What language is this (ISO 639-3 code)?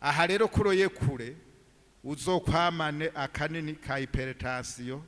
run